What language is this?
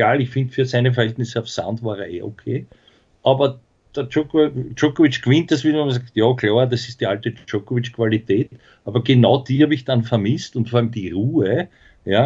German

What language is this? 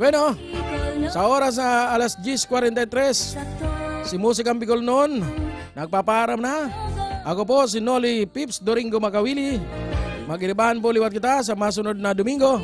Bikol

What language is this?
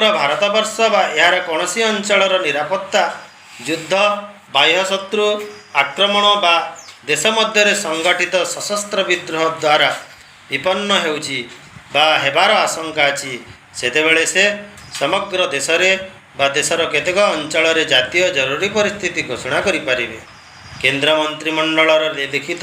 Odia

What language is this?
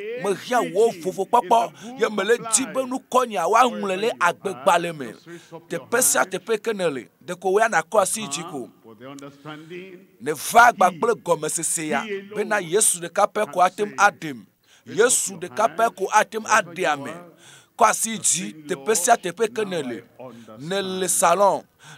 Ewe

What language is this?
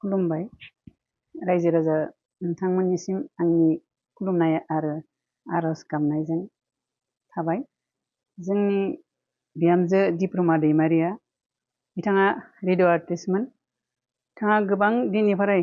Bodo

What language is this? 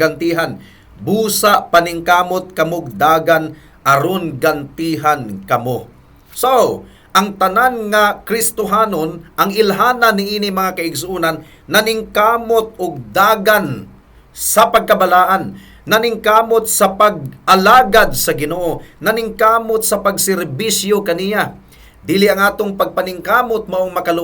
Cebuano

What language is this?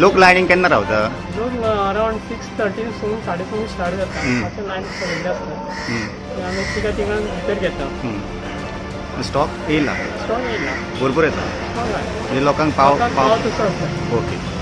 Konkani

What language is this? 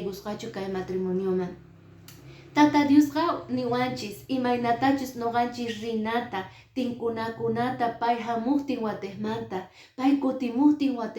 Quechua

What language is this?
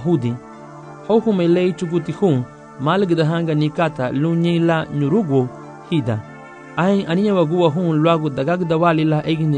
Garifuna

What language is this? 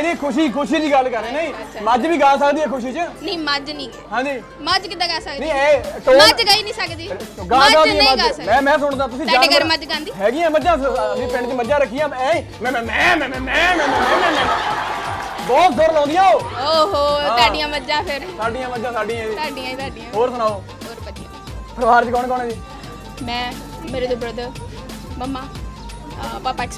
Punjabi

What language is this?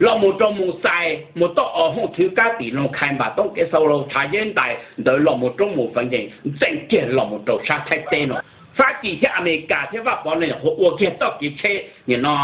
Hmong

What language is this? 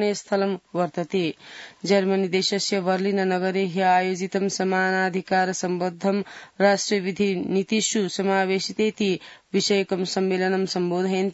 Sanskrit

